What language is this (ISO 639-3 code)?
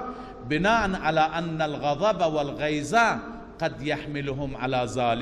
fas